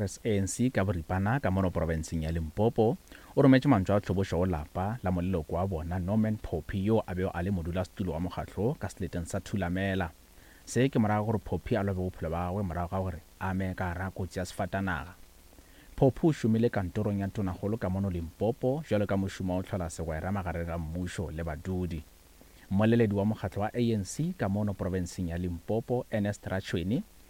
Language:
Northern Sotho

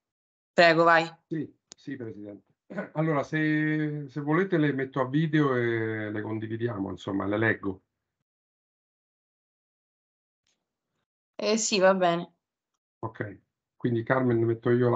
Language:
Italian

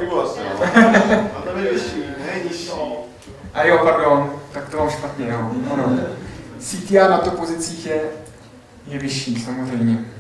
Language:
Czech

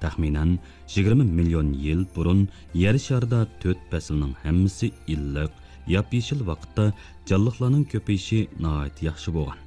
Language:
Uyghur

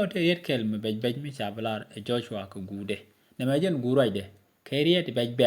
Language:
Nuer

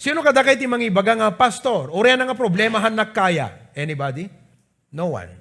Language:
Iloko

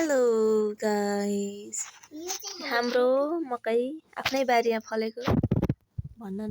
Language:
Nepali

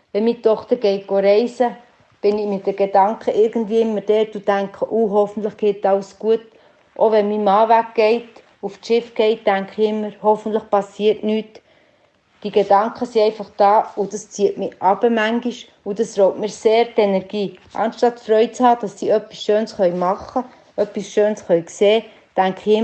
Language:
Swiss German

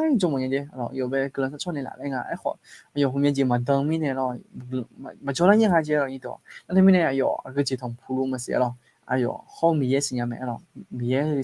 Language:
Akha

